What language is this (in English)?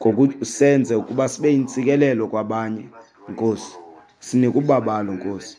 Xhosa